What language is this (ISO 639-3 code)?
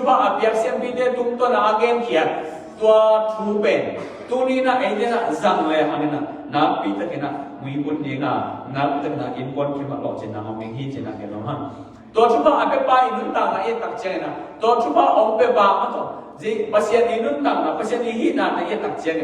ctd